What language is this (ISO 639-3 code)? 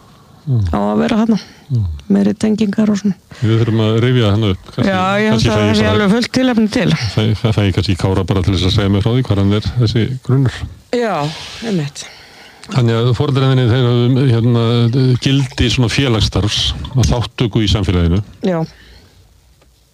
isl